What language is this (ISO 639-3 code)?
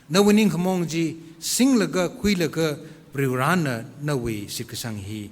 nmf